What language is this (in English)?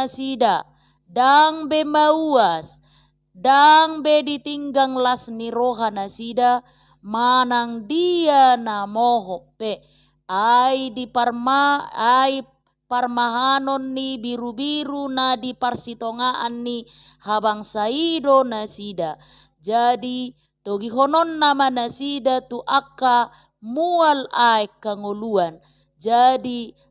Batak Toba